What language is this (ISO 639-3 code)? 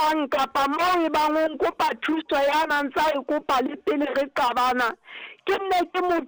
sot